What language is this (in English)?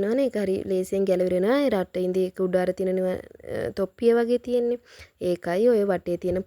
Sinhala